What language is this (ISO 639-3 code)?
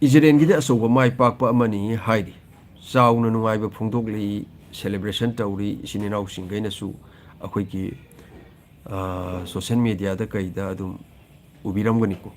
mni